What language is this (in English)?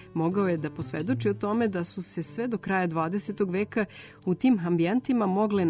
Serbian